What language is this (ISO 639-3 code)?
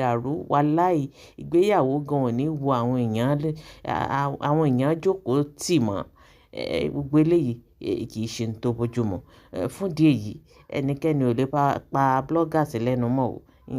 yor